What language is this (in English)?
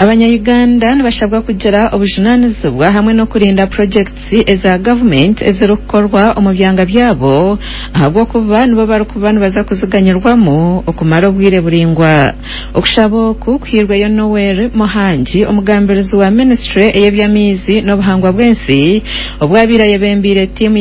Nyankole